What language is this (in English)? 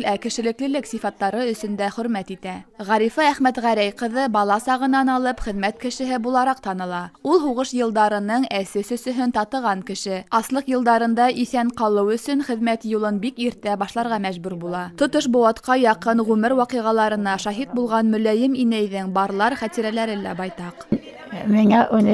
Bashkir